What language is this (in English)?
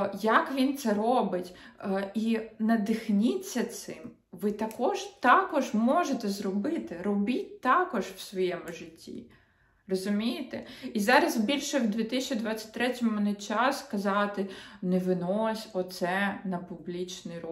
Ukrainian